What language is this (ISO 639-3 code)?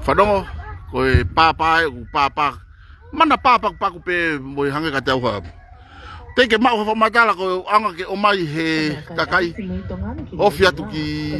ton